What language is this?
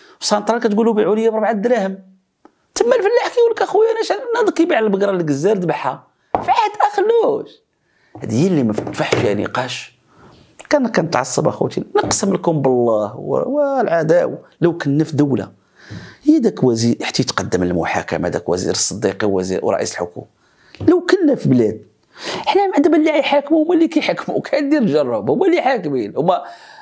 Moroccan Arabic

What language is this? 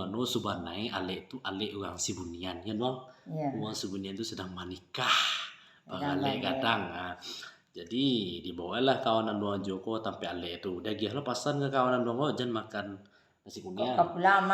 Minangkabau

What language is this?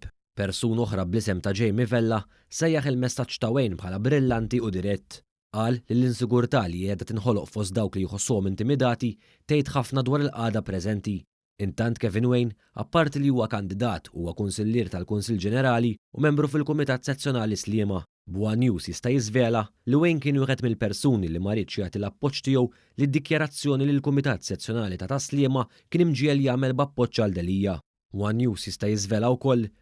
Maltese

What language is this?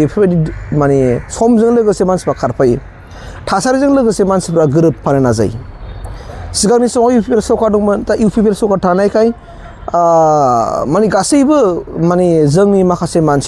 Bodo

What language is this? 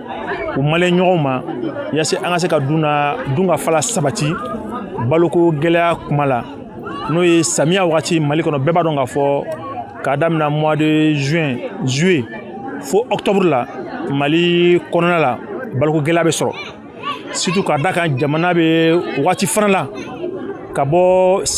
Bambara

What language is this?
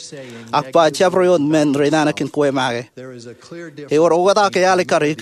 Marshallese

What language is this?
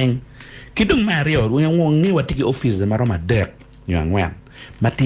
Acoli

